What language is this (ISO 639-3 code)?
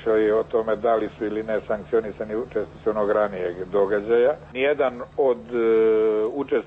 srp